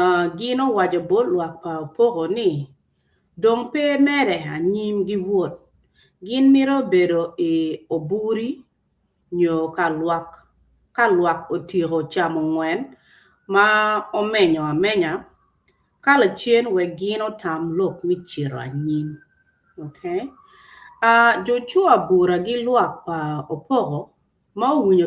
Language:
Acoli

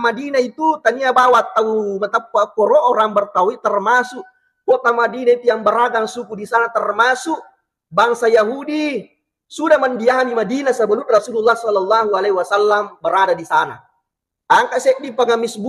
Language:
Buginese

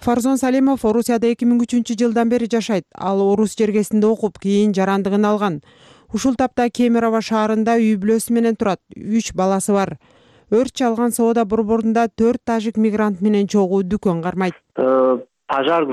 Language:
Kyrgyz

